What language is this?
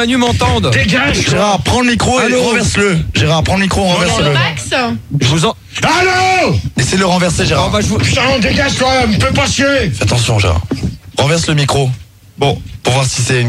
French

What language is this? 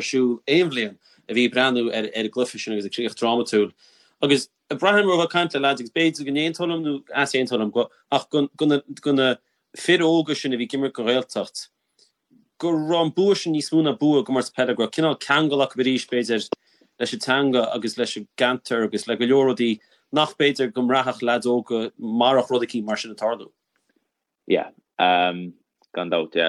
Irish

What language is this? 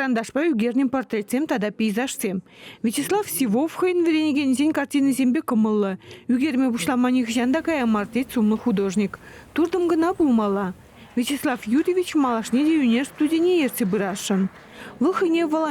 Chuvash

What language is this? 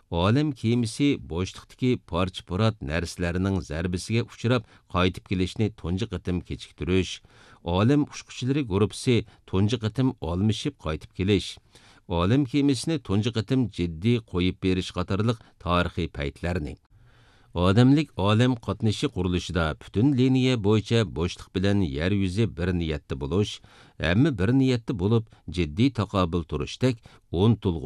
Uyghur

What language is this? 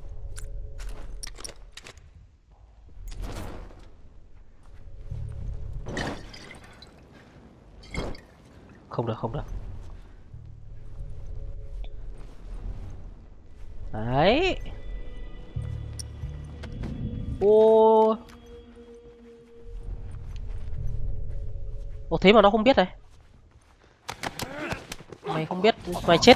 Vietnamese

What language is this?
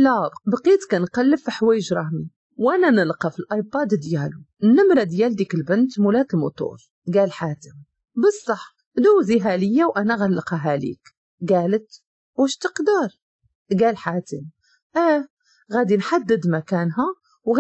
Moroccan Arabic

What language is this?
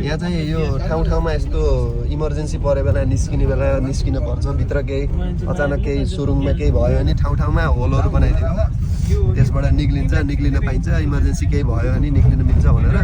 Nepali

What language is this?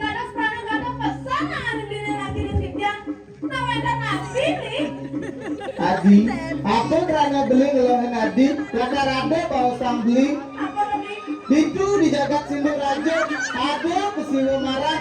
Balinese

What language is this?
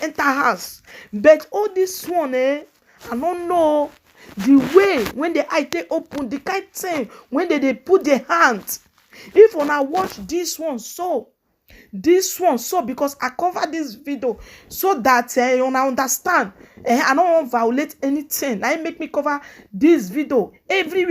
Nigerian Pidgin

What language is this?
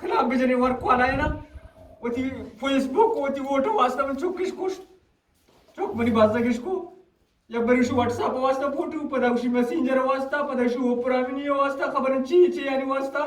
Eastern Balochi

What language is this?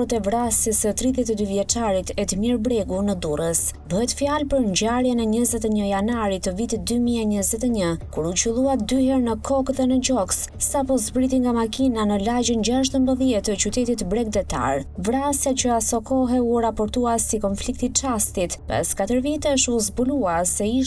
Albanian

